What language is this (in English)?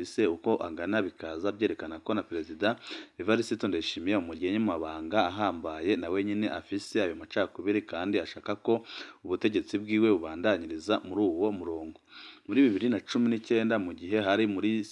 Rundi